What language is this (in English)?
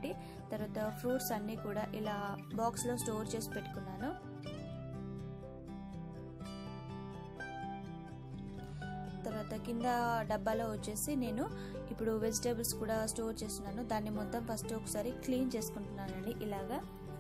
Telugu